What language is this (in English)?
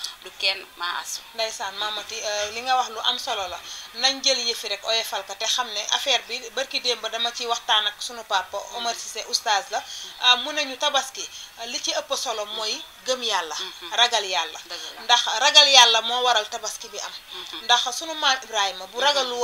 Wolof